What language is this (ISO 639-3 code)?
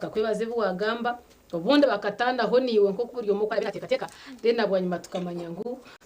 nyn